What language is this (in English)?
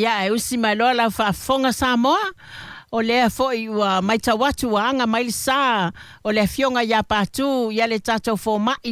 Samoan